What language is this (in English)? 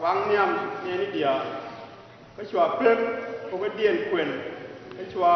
Nuer